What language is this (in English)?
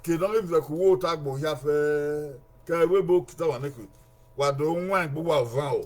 Bini